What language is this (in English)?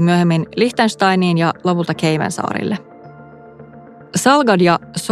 Finnish